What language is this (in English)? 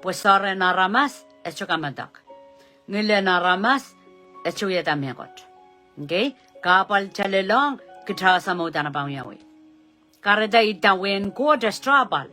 Pohnpeian